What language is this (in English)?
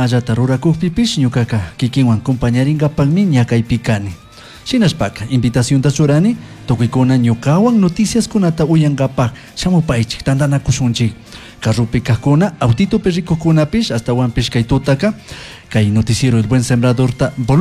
Chimborazo Highland Quichua